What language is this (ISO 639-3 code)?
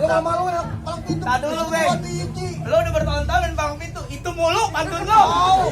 bew